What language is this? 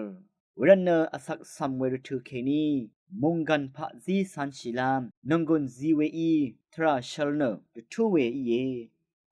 Rawang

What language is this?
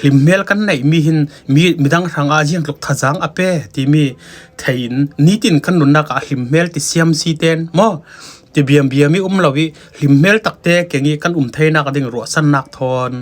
Falam Chin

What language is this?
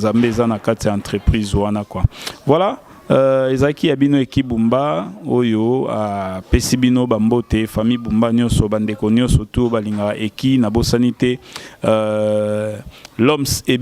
Lingala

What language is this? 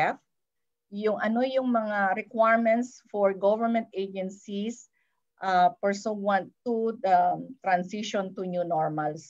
Filipino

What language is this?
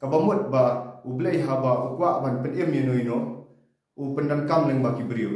Khasi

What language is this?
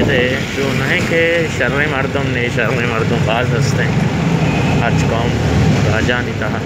Baluchi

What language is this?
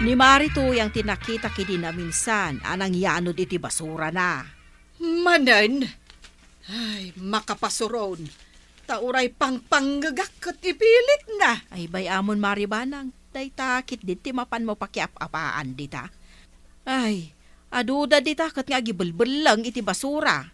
Iloko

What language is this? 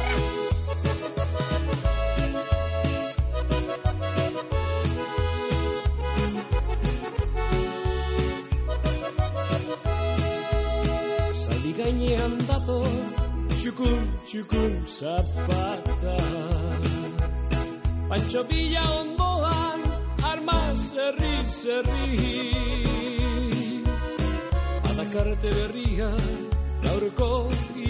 Basque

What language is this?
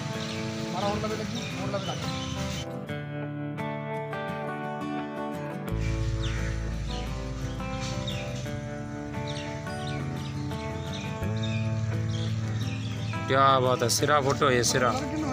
Punjabi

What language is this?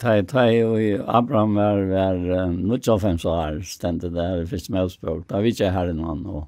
Faroese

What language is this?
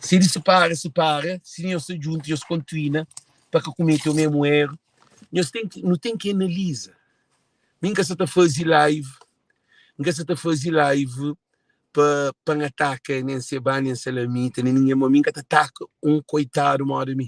Kabuverdianu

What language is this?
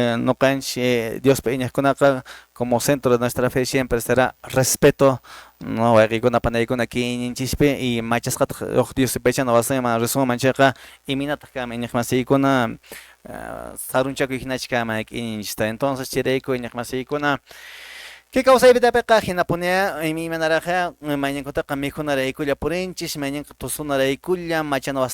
Quechua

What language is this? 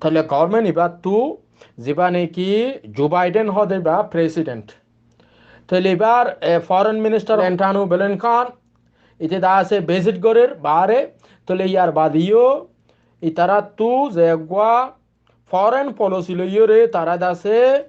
Rohingya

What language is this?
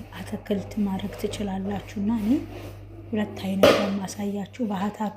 Amharic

